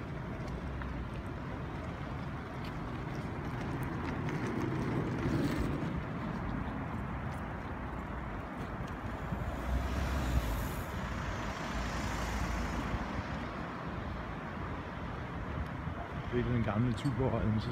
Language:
Danish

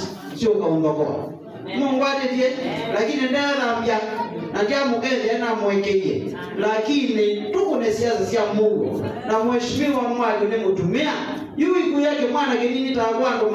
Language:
Kamba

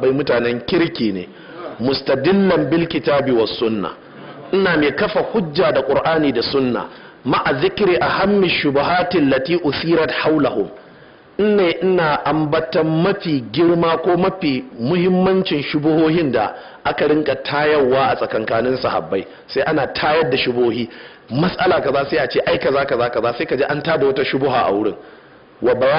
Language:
Hausa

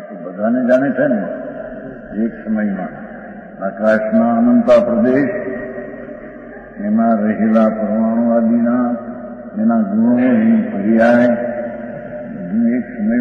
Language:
Gujarati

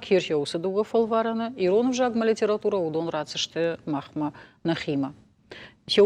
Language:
Ossetic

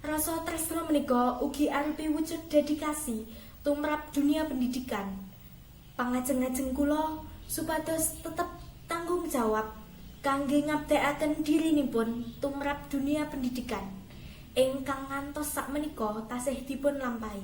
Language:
Javanese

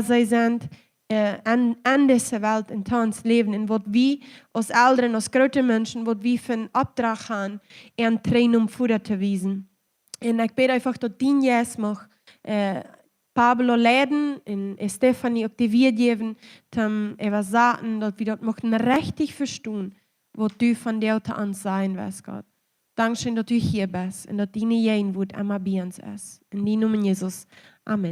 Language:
Plautdietsch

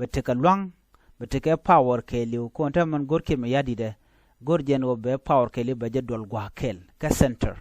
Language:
Nuer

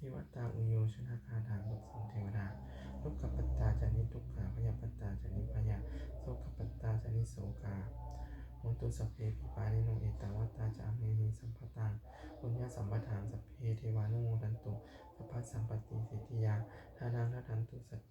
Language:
Pali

